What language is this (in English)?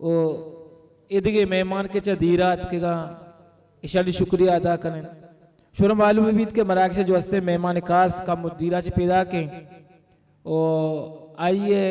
Baluchi